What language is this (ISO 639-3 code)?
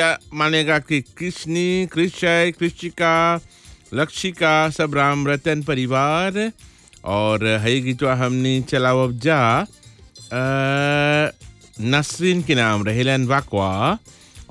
bho